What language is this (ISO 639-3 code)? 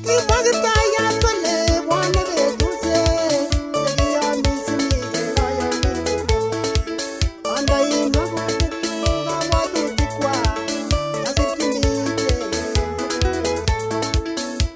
kln